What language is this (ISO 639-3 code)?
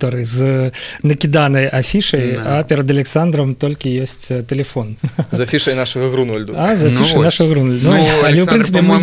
bel